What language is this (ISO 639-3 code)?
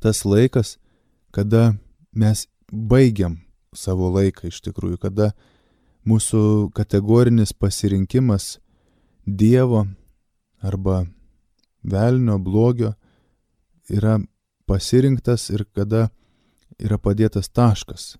lit